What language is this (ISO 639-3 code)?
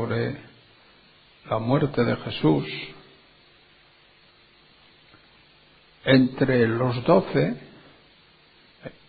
spa